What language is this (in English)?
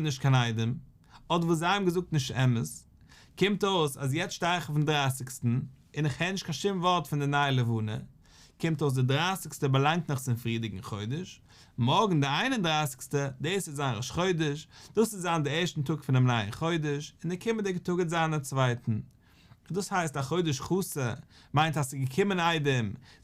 Yiddish